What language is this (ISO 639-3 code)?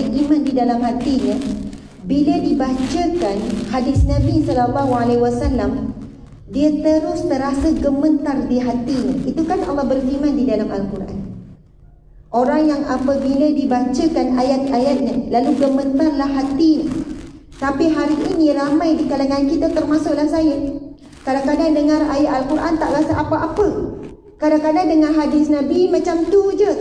msa